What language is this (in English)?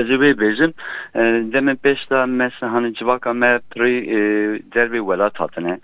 Kurdish